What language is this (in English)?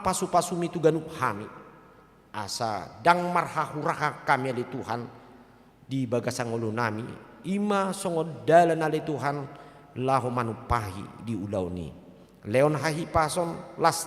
Batak Toba